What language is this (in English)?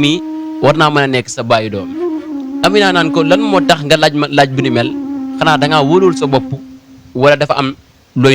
Wolof